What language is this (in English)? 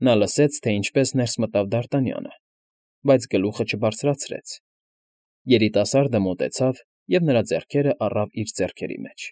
Armenian